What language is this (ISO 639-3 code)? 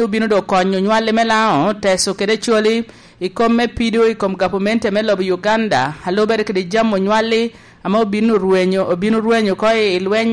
laj